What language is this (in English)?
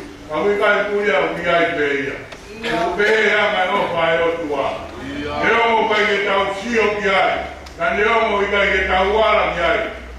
Tongan